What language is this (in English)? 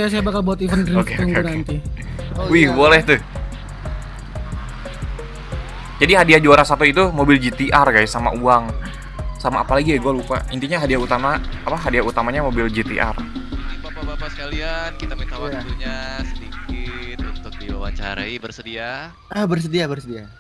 Indonesian